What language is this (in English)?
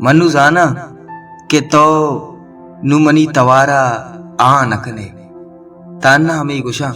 Baluchi